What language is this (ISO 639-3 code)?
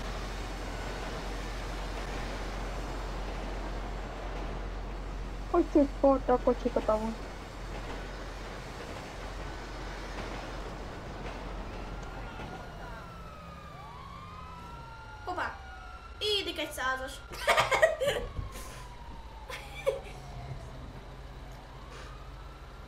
hun